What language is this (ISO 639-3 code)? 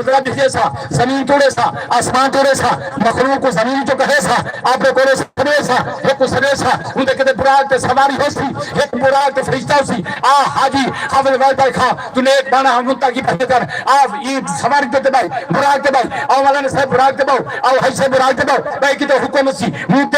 skr